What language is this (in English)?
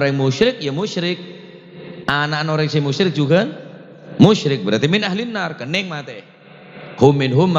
Madurese